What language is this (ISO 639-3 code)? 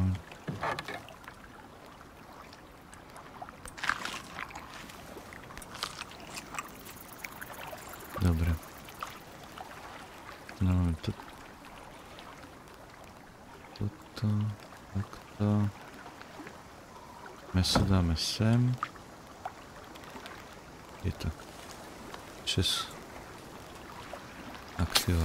slk